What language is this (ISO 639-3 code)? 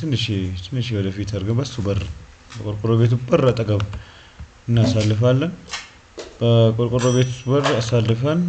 amh